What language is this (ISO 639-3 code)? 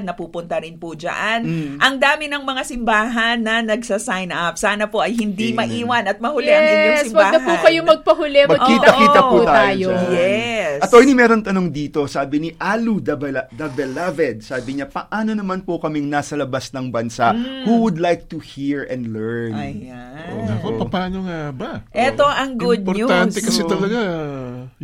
fil